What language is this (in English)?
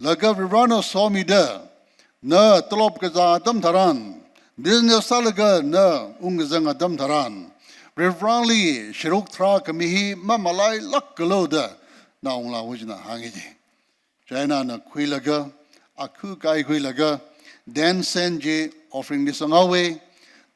Tangkhul Naga (India)